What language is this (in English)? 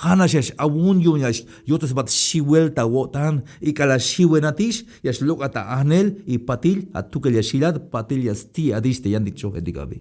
Tzeltal